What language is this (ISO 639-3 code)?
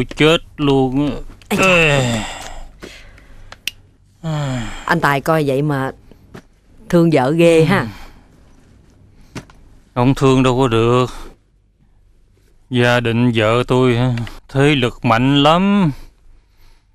vie